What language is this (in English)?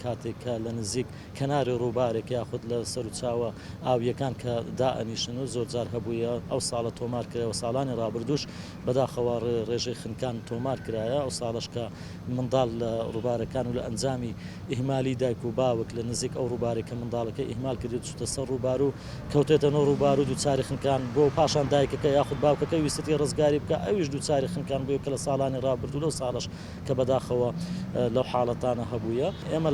Central Kurdish